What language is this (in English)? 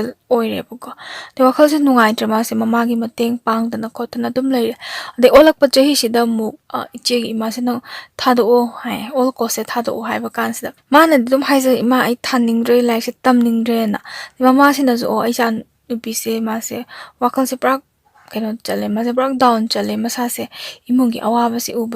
Manipuri